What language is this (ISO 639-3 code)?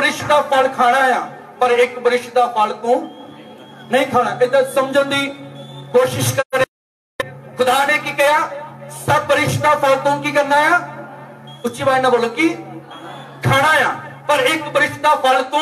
pan